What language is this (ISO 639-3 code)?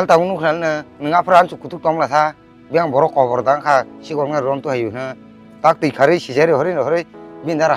trp